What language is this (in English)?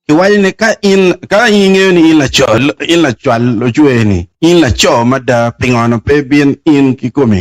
Acoli